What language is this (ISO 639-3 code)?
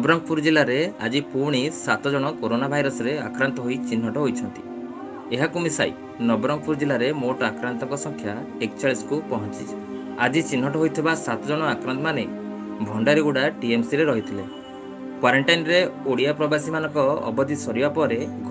ori